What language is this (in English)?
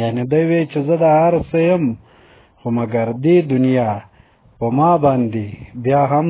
Pashto